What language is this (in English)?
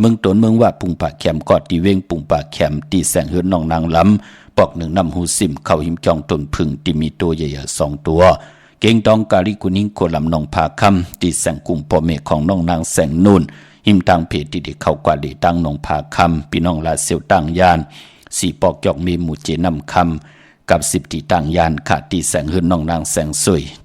Shan